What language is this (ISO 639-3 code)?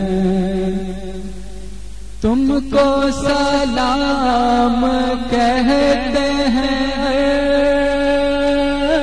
urd